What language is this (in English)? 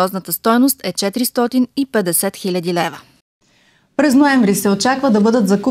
Bulgarian